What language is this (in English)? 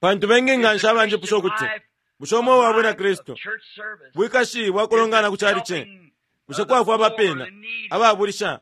Bemba